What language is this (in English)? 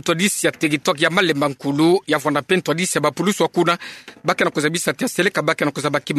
Kituba (Democratic Republic of Congo)